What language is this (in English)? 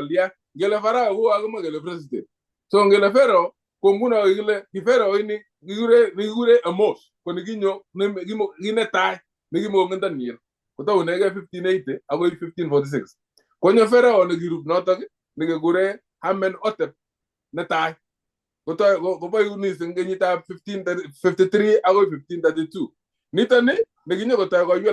Kalenjin